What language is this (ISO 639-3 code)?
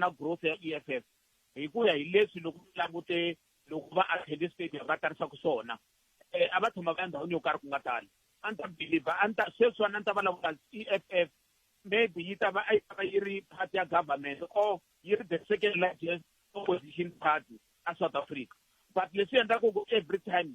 tso